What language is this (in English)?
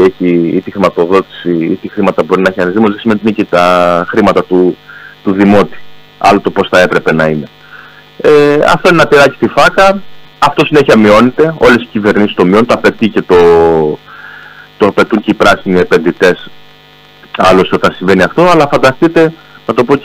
Greek